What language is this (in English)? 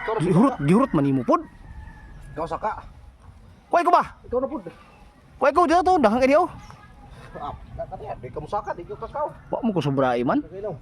Cebuano